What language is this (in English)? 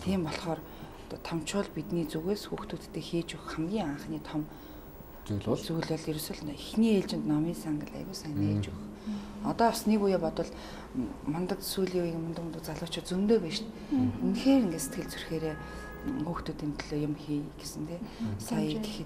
Mongolian